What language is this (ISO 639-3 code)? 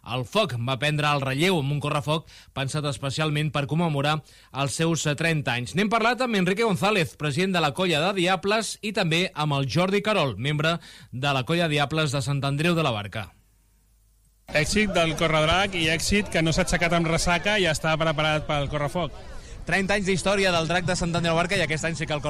cat